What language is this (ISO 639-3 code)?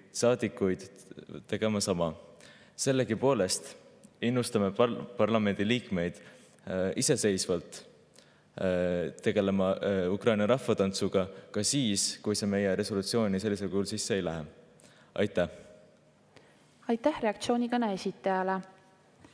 est